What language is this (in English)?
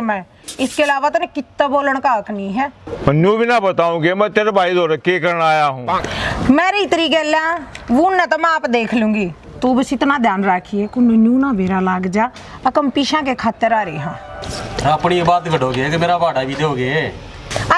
Haryanvi